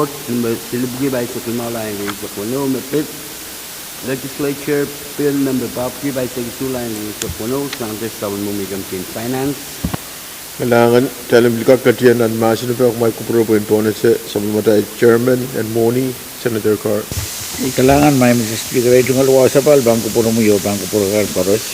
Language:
Pohnpeian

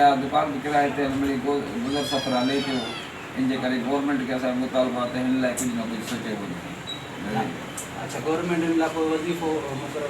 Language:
Sindhi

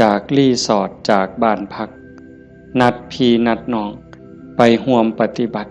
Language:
Northeastern Thai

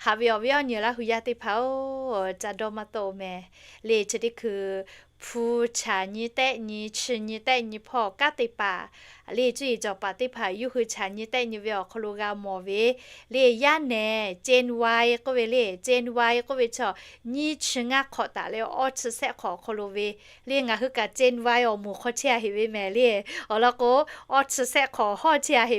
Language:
Lahu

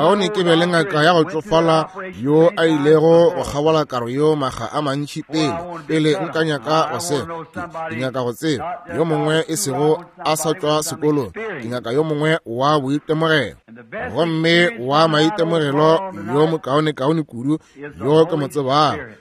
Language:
Northern Sotho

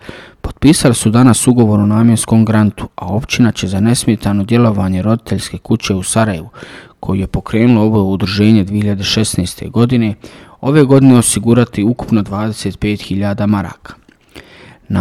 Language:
Bosnian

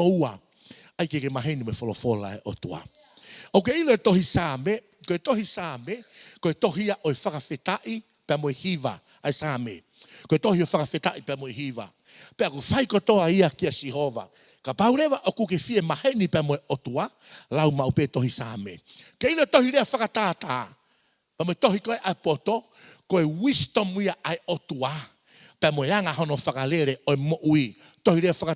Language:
Tongan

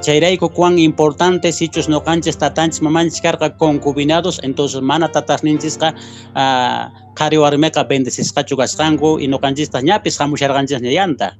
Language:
Quechua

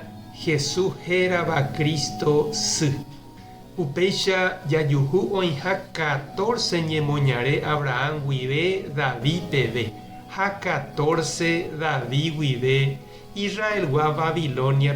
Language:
Guarani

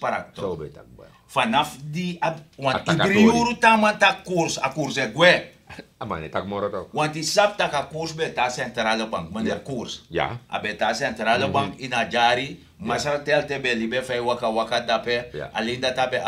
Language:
Sranan Tongo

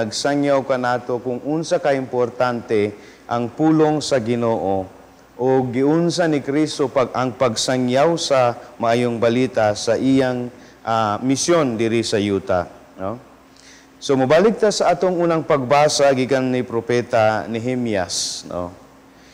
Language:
Cebuano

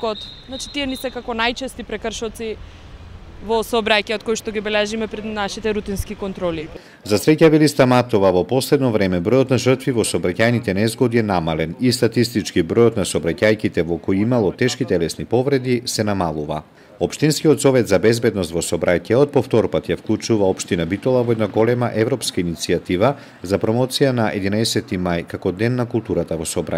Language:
Macedonian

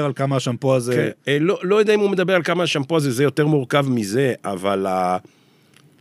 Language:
Hebrew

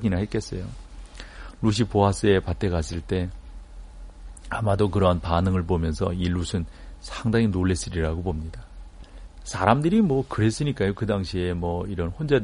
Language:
Korean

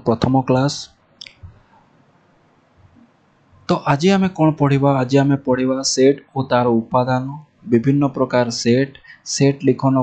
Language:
Odia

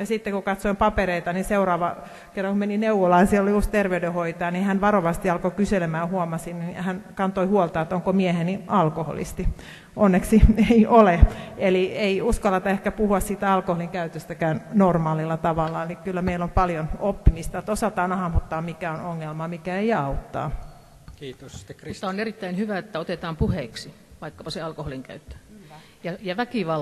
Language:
Finnish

